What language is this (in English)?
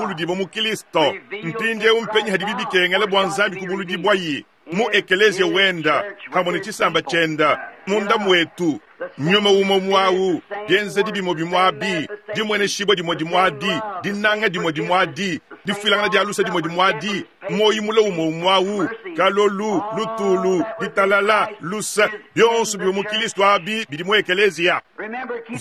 Luba-Lulua